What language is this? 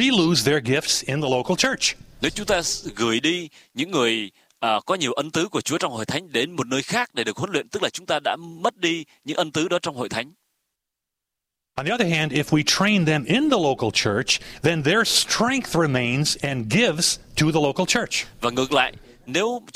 Vietnamese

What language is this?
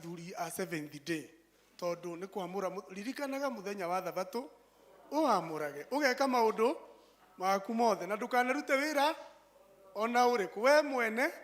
Kikuyu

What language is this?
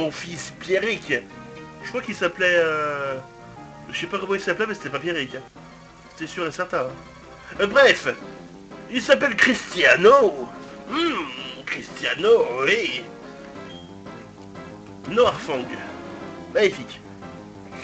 French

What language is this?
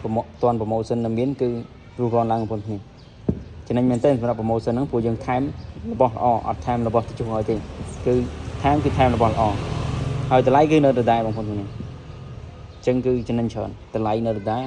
Khmer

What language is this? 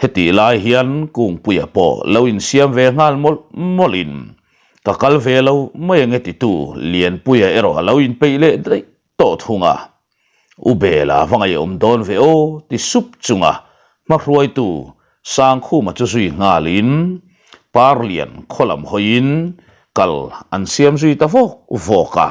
Mizo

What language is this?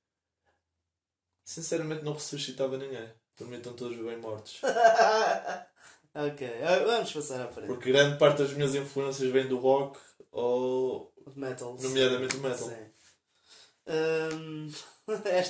Portuguese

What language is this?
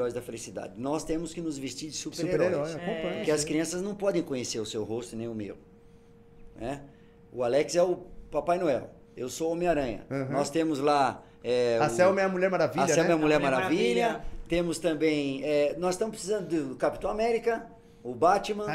Portuguese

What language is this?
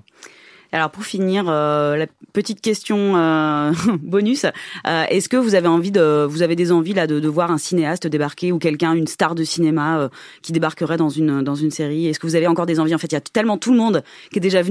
French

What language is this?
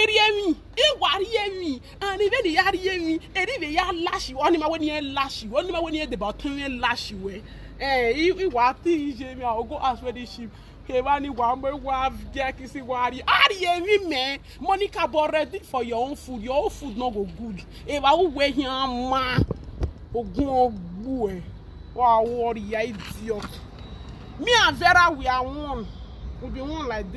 Nigerian Pidgin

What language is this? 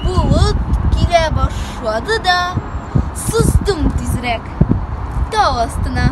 Tatar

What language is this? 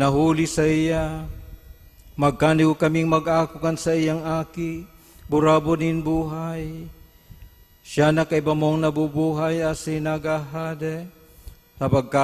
Bikol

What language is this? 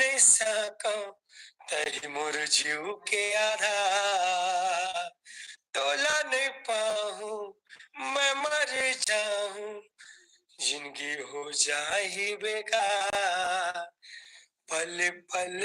Chhattisgarhi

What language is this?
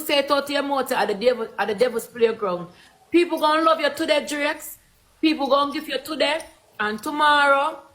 Jamaican Creole English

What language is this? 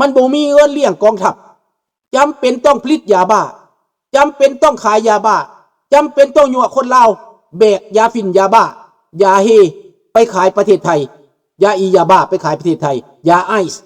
Lao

